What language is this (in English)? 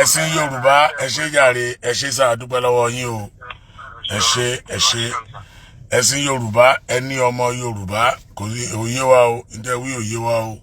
Yoruba